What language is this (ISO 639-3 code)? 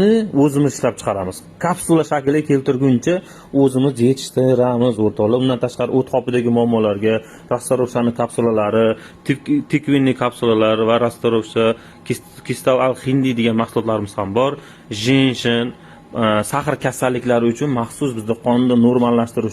uzb